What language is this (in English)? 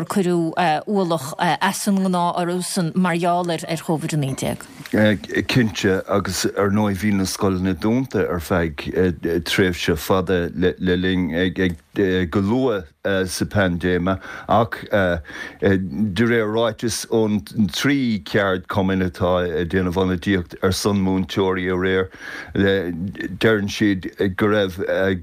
Irish